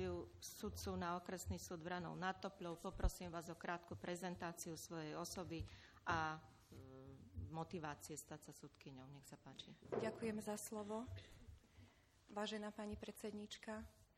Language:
Slovak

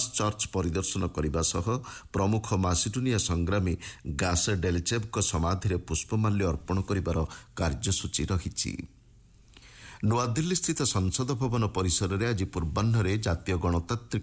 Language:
Odia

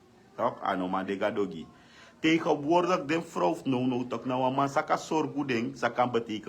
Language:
Sranan Tongo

